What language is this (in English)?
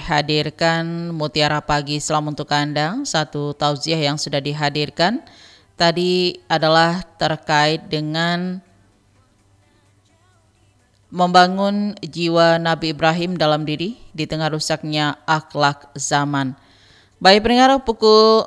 Indonesian